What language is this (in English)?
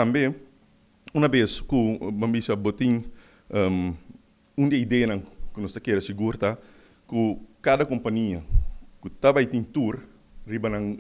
Papiamento